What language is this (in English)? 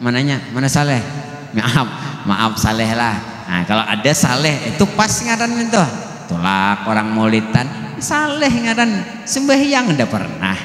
Banjar